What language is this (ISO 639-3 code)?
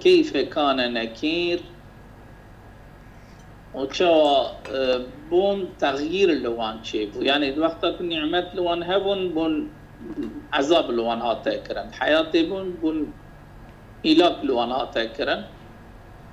kur